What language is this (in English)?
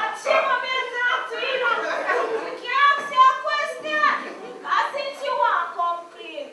Jamaican Creole English